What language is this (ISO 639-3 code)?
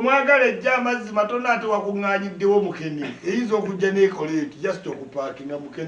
lug